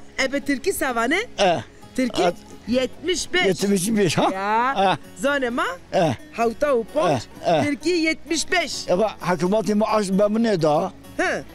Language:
Zaza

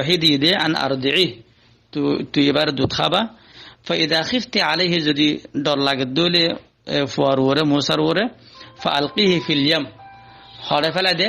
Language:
Rohingya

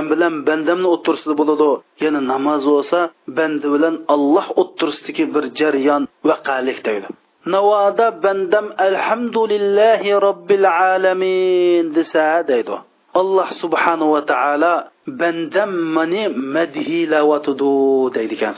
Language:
Uyghur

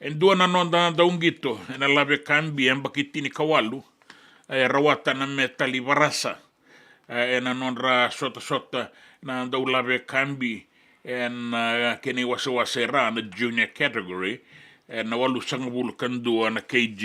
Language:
Fijian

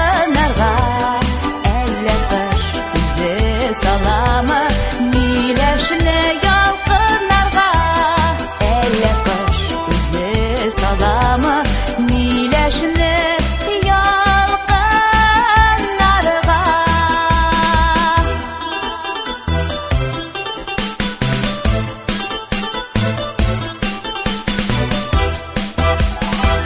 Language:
Tatar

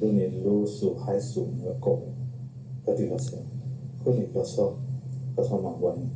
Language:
S'gaw Karen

